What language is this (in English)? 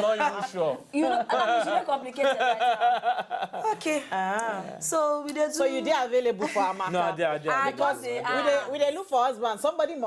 Nigerian Pidgin